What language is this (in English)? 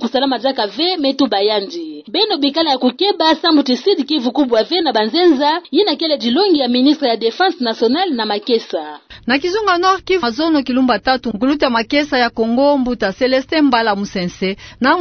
Kituba (Democratic Republic of Congo)